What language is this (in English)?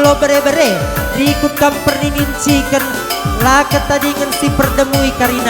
Batak Karo